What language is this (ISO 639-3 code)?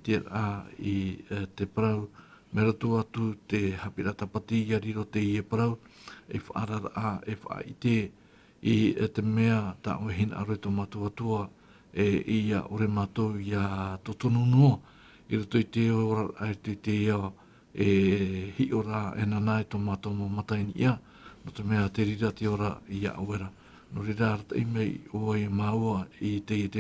tah